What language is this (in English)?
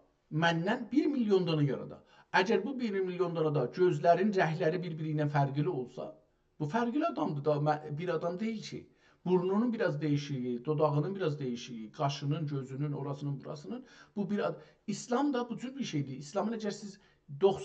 South Azerbaijani